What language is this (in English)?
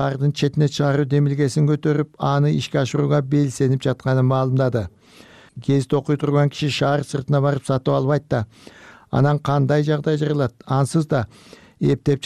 Kyrgyz